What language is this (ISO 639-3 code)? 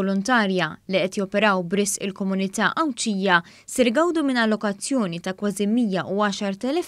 mlt